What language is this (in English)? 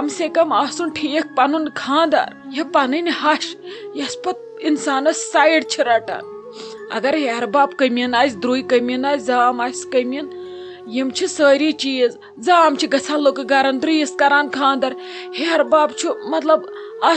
Kashmiri